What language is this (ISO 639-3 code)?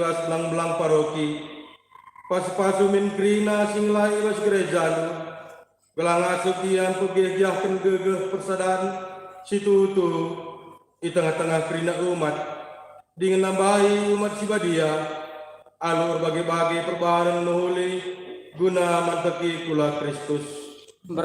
btx